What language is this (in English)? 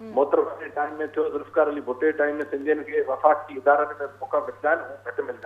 Sindhi